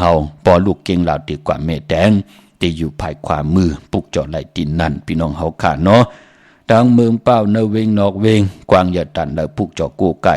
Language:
Shan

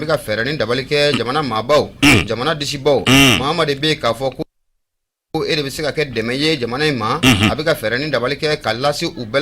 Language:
Bambara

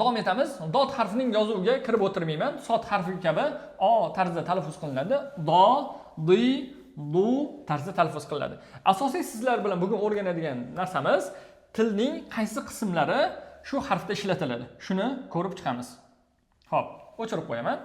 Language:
Uzbek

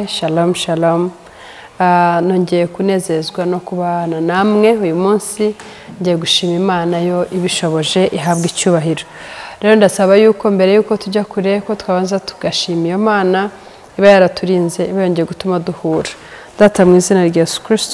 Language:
Kinyarwanda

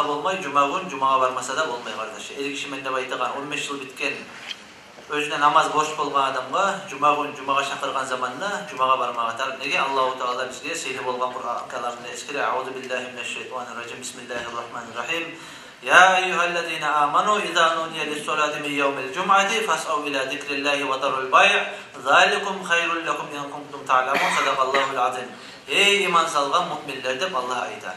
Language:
Kumyk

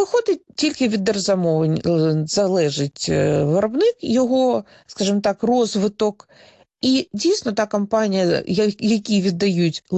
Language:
Ukrainian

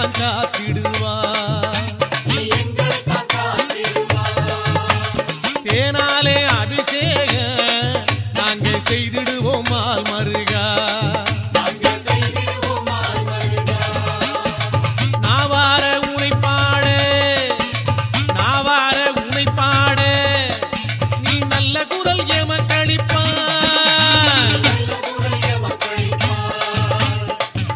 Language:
Tamil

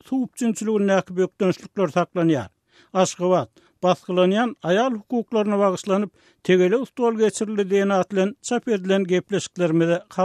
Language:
Turkmen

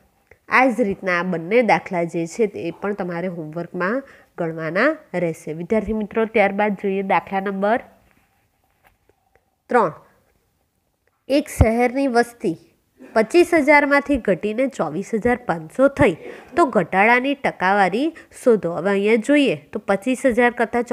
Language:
Gujarati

